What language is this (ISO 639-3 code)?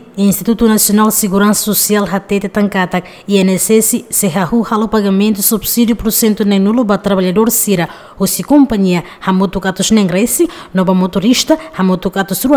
tet